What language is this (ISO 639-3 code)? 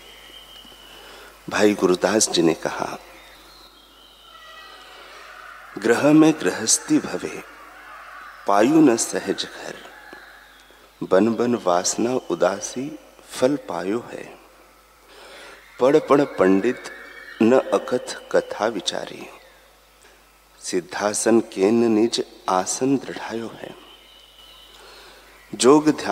hin